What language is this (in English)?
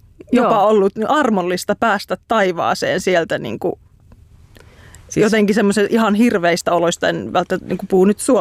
Finnish